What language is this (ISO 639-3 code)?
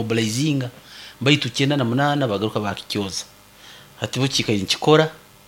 nyo